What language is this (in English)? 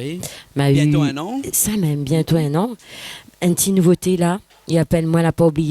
Réunion Creole French